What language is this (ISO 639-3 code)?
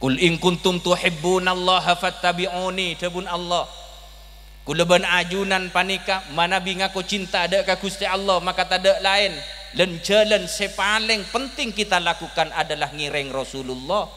mad